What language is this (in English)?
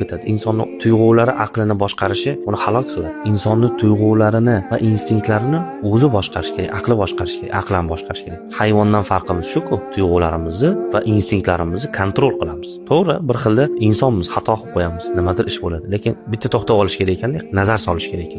Uzbek